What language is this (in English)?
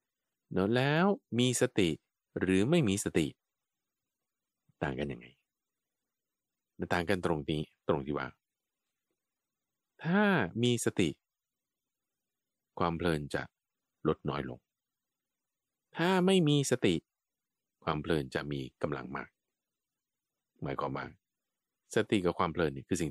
Thai